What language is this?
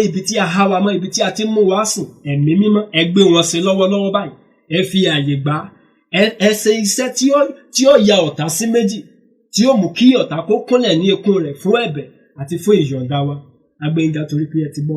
Yoruba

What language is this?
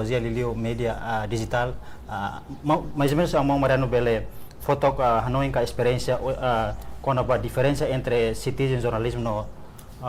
Tetum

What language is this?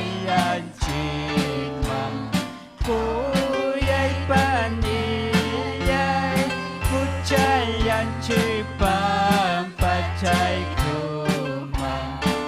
Ayacucho Quechua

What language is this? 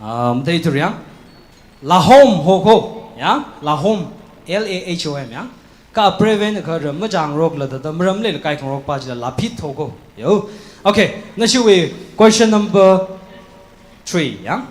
Tangkhul Naga (India)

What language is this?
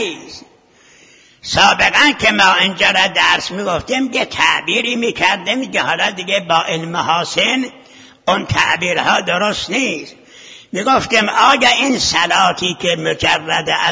Persian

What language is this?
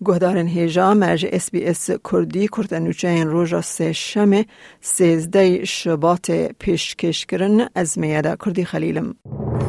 Kurdish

